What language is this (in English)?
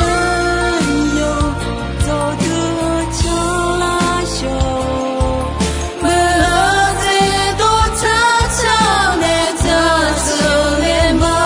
Akha